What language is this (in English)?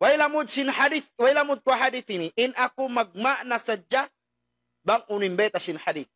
Tausug